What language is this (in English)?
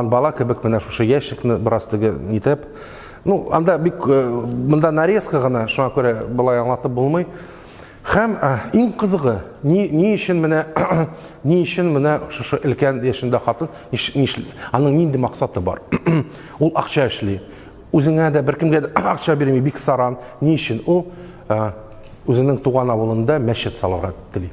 Tatar